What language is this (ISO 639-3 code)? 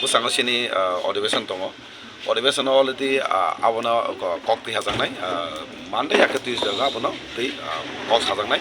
trp